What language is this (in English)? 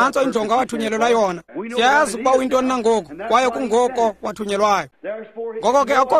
Xhosa